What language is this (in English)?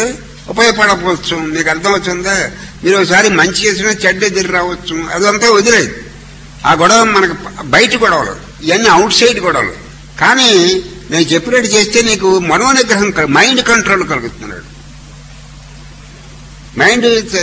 Telugu